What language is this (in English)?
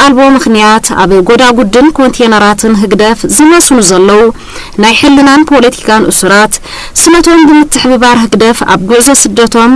Tigrinya